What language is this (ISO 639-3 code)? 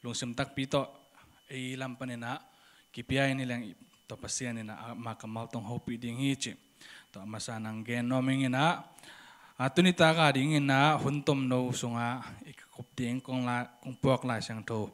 ctd